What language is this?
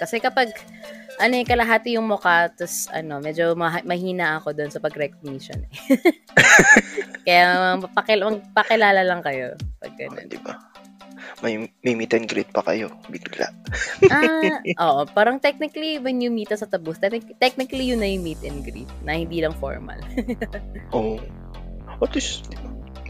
Filipino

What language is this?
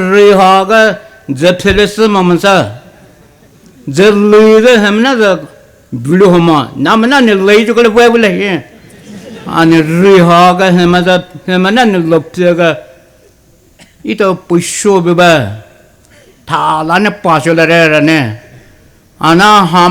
Poumei Naga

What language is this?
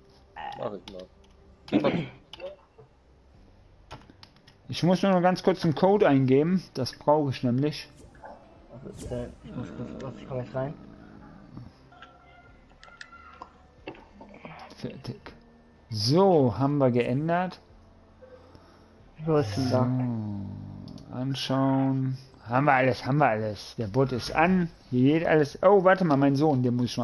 German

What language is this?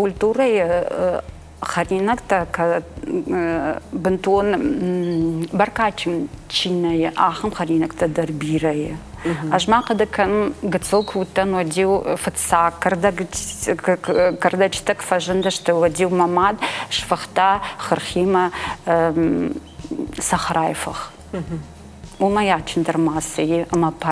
Ossetic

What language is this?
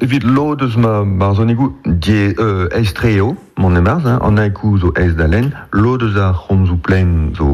Breton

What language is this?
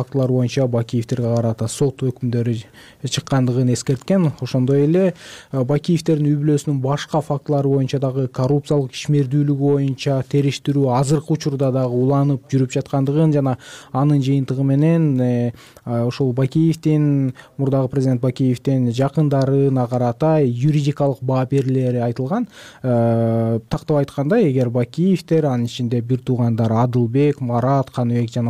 Kyrgyz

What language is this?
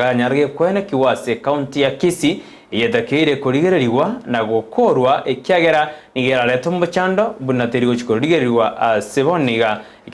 Gusii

